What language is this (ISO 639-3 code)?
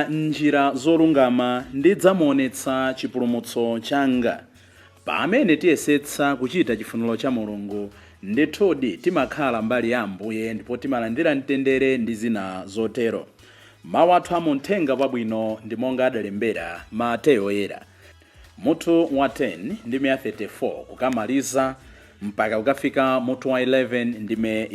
nya